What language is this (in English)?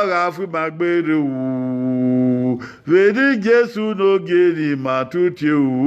Bini